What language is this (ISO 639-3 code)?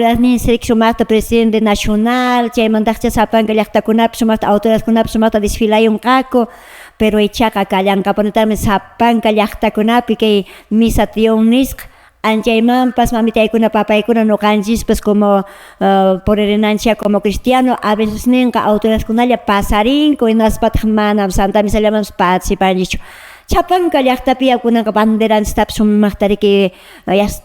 que